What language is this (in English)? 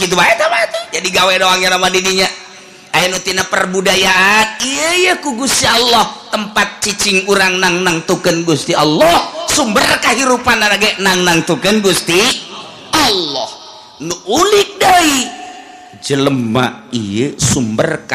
Sundanese